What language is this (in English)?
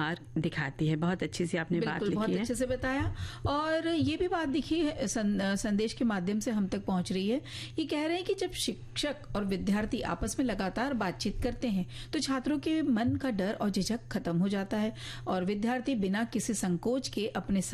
Hindi